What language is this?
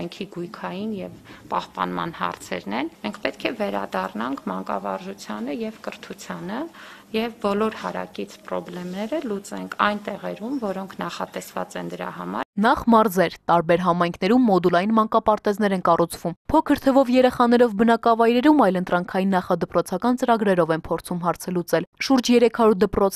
Armenian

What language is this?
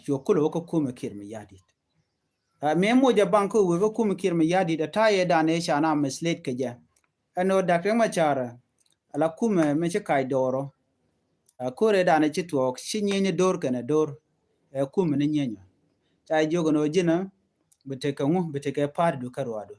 Nuer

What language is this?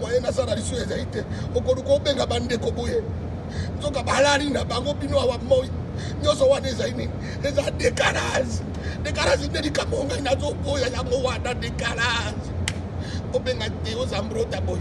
Lingala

